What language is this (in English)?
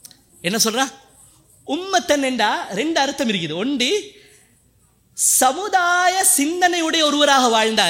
Tamil